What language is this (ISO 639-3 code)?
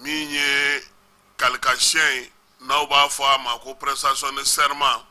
bam